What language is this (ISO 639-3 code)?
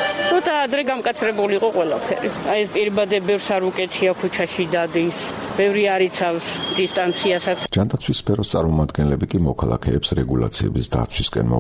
kat